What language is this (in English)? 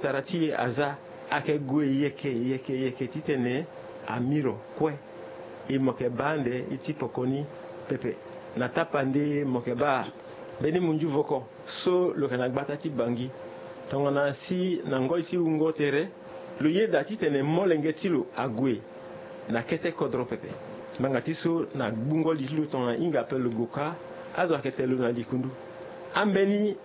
Sango